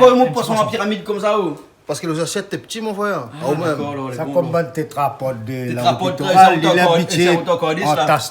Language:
Réunion Creole French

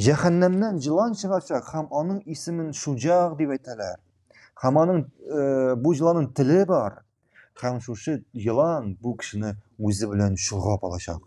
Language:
Tatar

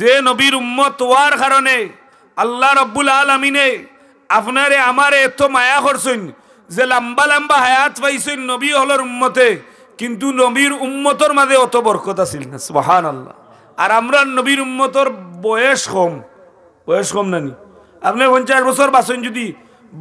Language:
Sylheti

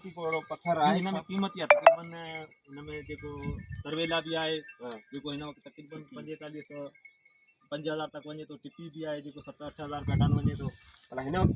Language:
Sindhi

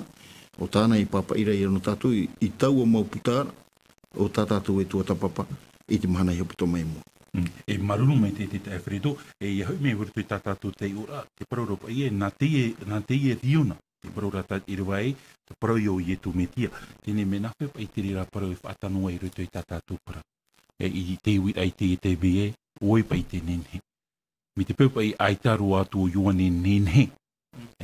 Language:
Tahitian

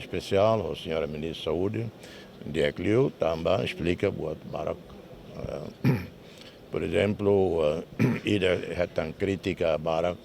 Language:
Tetum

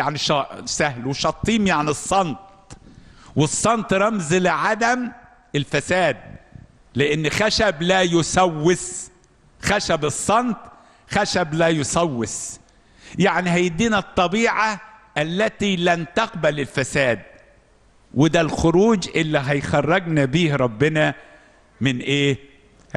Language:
Egyptian Arabic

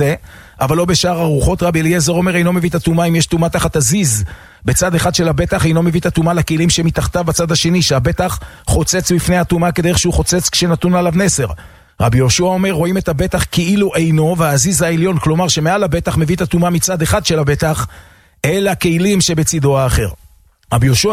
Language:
Hebrew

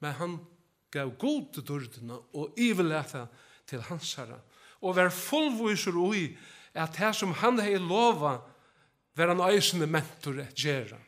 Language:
Faroese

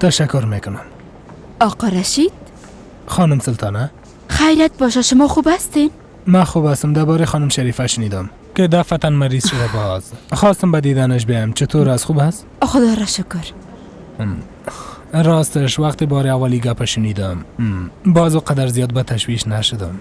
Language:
Persian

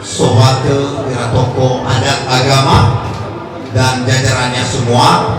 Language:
Nias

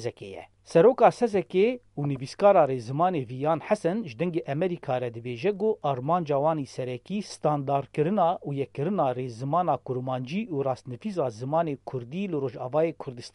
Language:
Kurdish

